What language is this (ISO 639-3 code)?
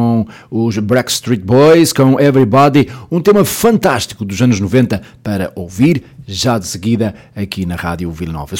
por